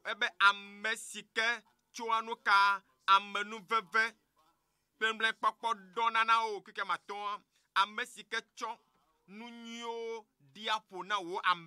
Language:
Ewe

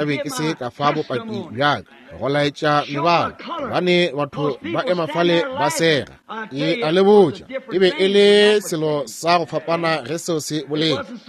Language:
Northern Sotho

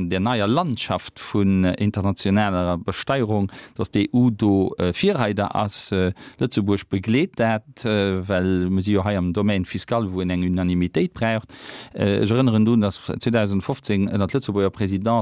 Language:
Luxembourgish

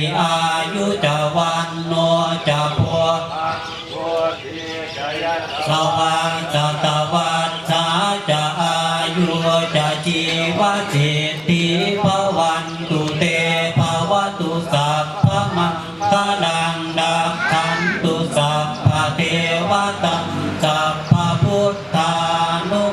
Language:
Pali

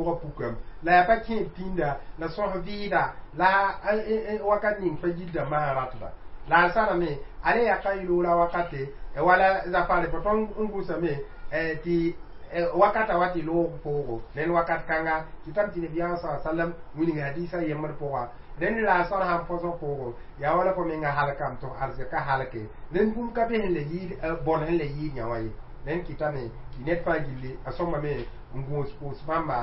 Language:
Mossi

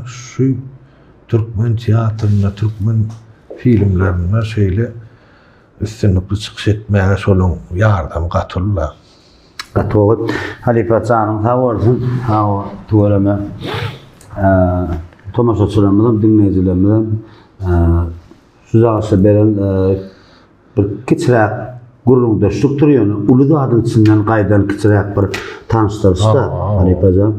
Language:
Turkmen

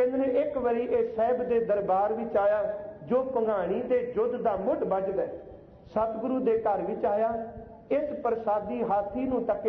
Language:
Punjabi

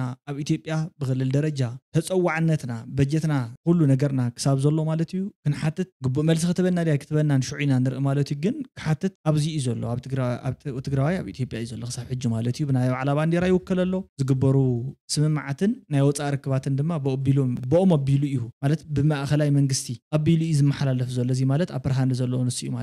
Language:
Tigrinya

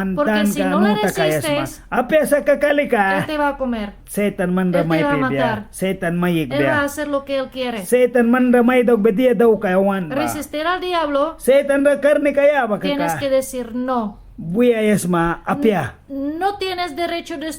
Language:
Mískito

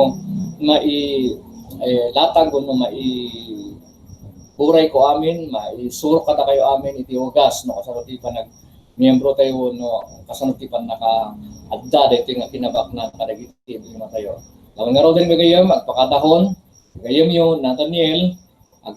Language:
Iloko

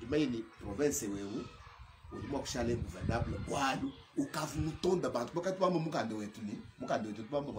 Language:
Luba-Lulua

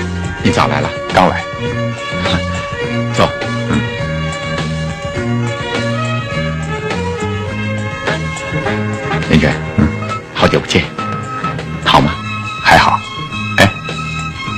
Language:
Chinese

